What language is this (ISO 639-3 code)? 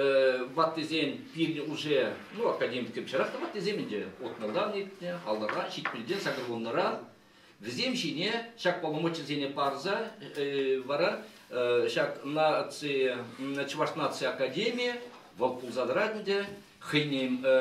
chv